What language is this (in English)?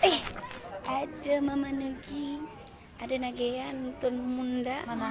Minangkabau